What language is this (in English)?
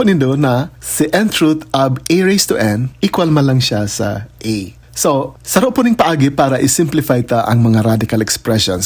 Bikol